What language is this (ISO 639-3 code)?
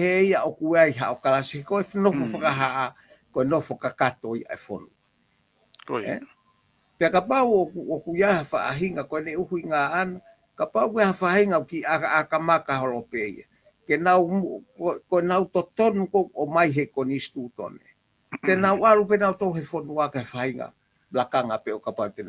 ton